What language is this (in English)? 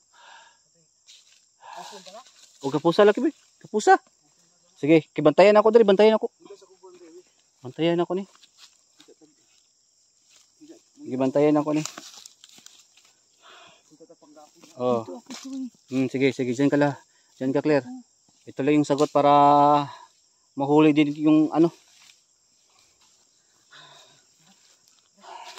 Filipino